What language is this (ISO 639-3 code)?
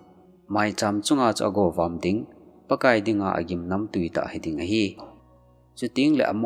tcz